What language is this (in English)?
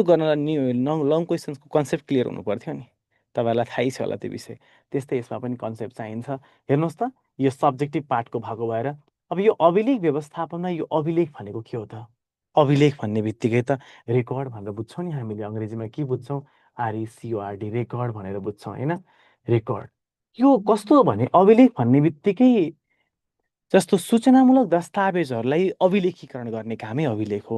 Nepali